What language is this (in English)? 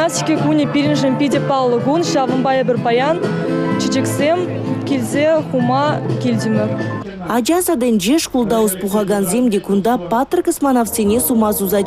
Chuvash